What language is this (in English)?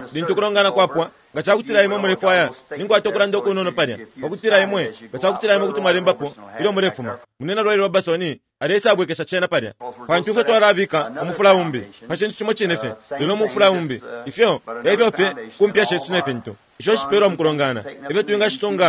Bemba